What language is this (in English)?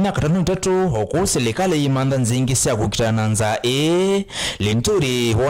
Kamba